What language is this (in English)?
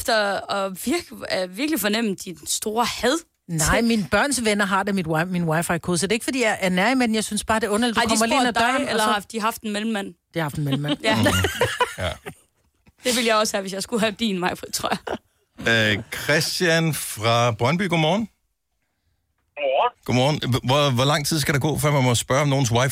Danish